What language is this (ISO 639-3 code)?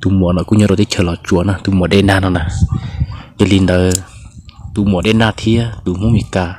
hmn